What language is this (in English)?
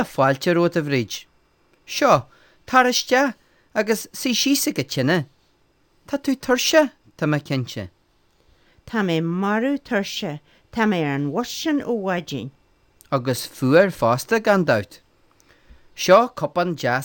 Irish